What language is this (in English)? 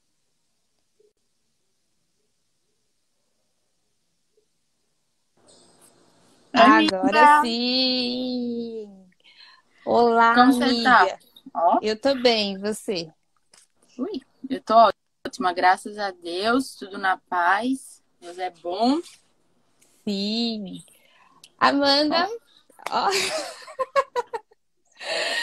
Portuguese